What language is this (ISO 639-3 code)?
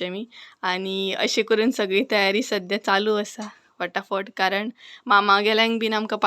kok